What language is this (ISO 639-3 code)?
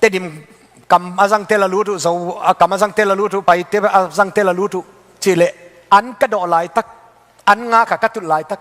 ctd